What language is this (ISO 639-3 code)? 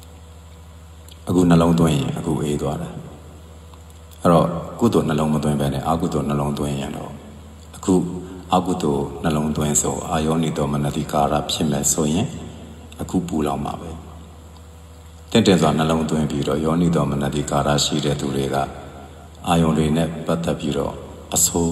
mya